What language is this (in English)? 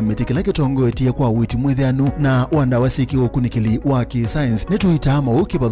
Kamba